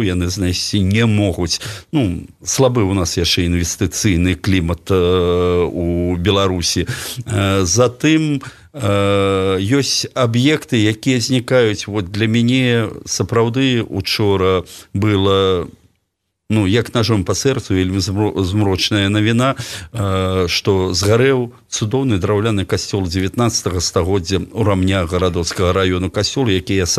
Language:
Belarusian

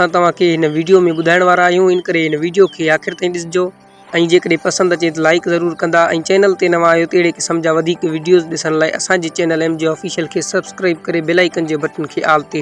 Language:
Sindhi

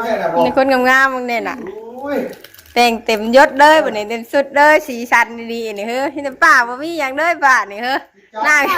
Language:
Northeastern Thai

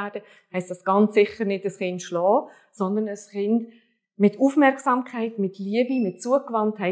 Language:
Swiss German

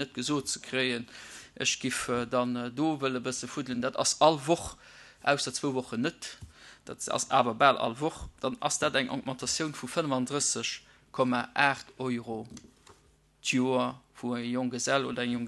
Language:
Luxembourgish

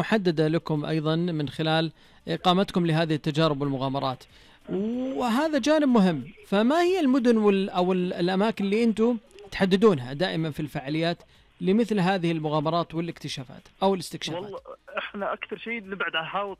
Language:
Najdi Arabic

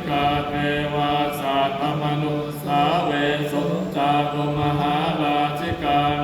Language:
Pali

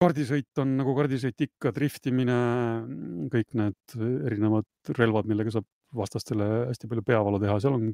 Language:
Estonian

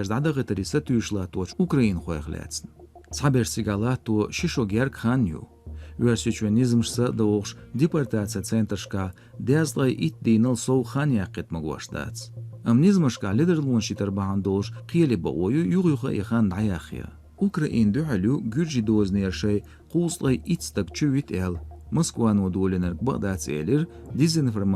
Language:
Chechen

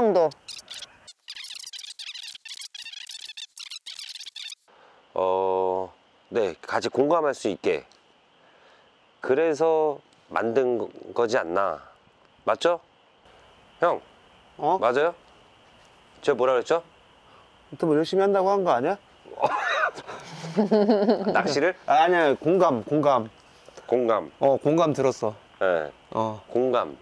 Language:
Korean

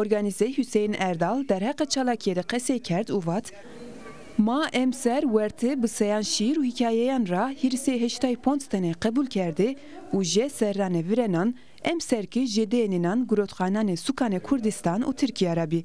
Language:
Zaza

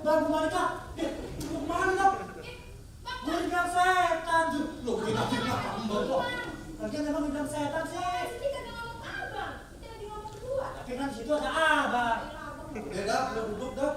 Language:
Betawi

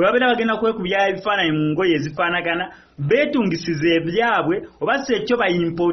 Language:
Ganda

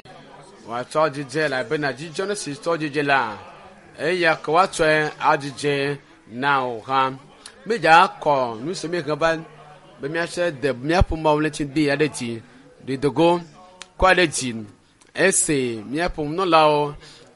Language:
Ewe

